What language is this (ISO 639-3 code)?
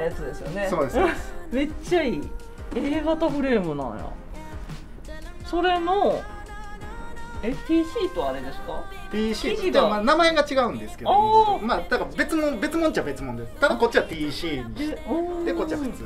jpn